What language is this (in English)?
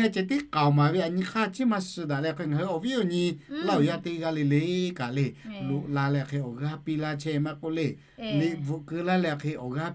Lahu